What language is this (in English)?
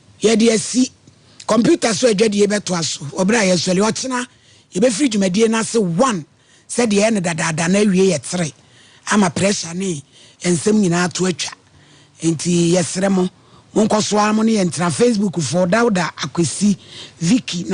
Akan